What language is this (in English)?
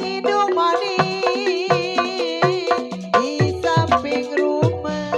Betawi